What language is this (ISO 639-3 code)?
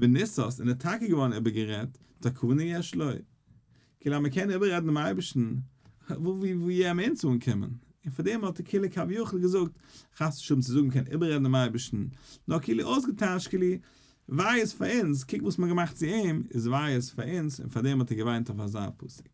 yid